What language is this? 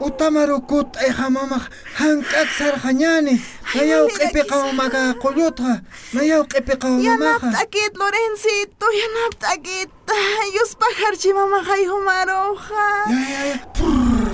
Aymara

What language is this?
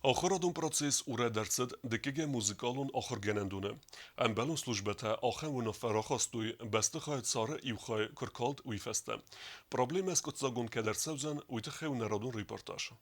Ossetic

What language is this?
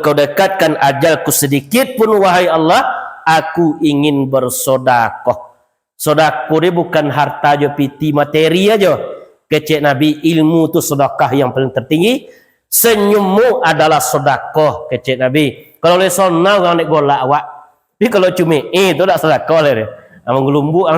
Minangkabau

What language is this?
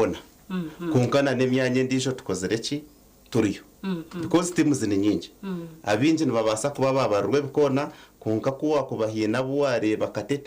Nyankole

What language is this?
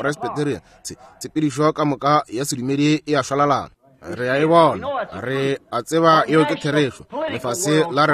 Northern Sotho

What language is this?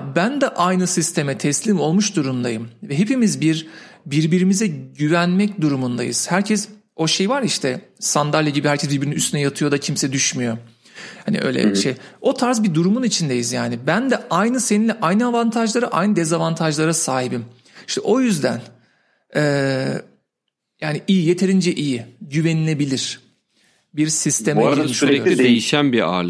Turkish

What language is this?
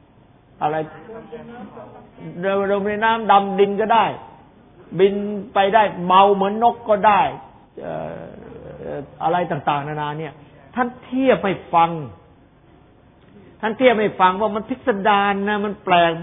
Thai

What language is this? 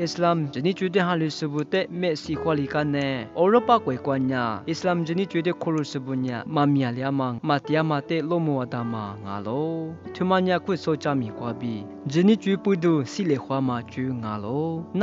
Lisu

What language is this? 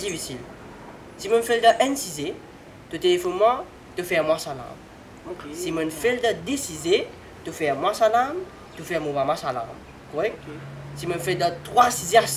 Morisyen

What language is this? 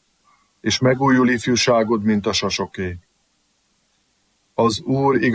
Hungarian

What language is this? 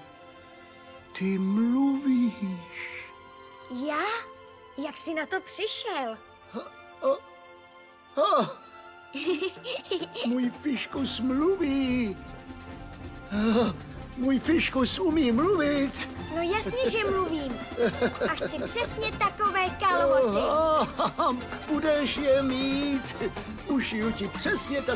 Czech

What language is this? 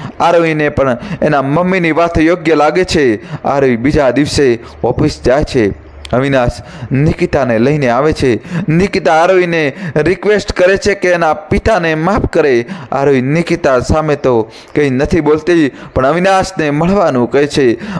Gujarati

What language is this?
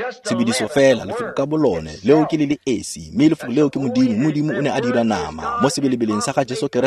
Tswana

